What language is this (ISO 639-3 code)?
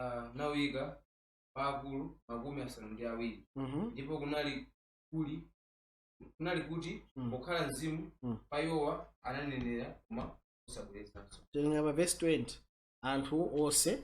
nya